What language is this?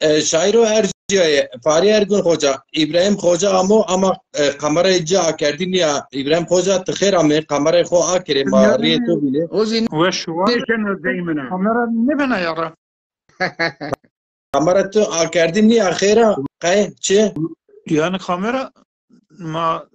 Zaza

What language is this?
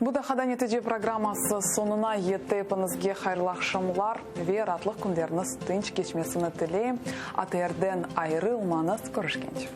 Crimean Tatar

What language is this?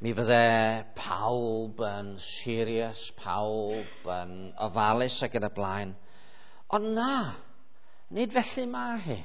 Welsh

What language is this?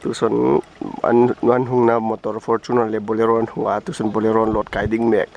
Hmar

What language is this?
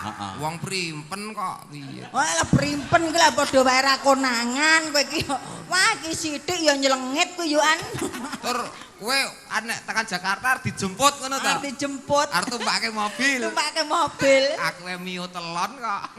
Javanese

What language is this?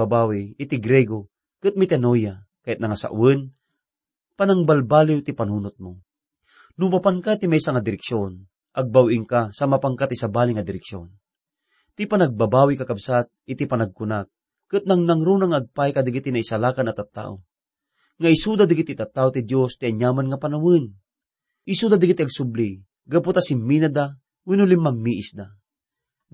Iloko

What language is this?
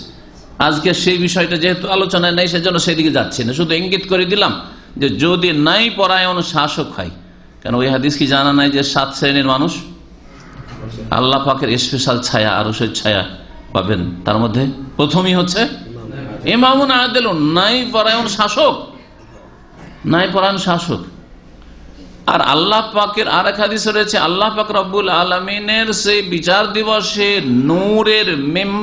Bangla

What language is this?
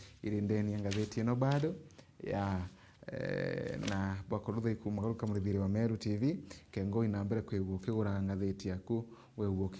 Meru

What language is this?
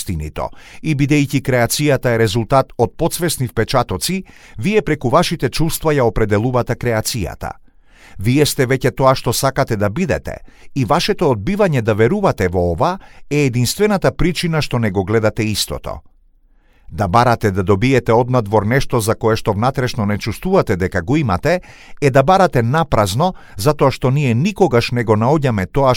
Macedonian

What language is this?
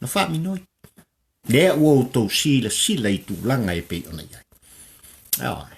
Samoan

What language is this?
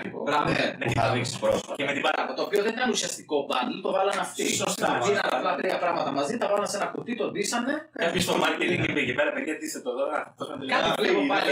Greek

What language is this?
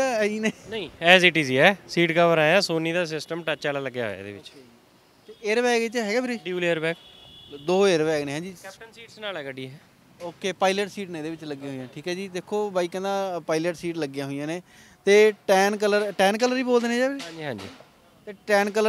Punjabi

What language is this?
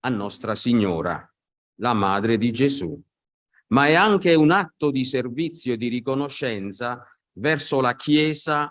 Italian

